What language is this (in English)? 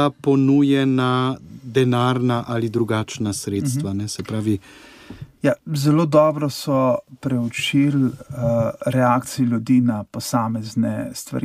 Slovenian